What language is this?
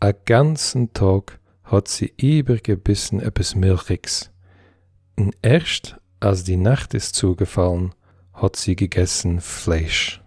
Yiddish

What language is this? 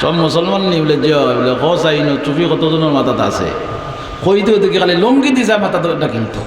Sylheti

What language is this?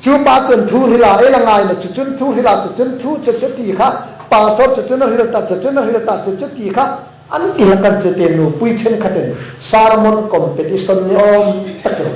Hmar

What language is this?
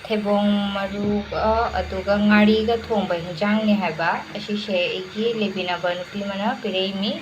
Manipuri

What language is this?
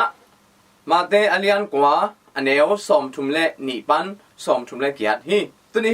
Tedim Chin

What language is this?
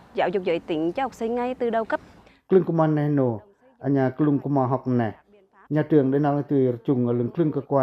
Pacoh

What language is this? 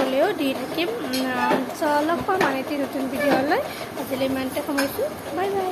Assamese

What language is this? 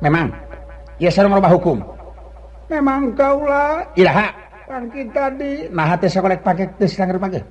Sundanese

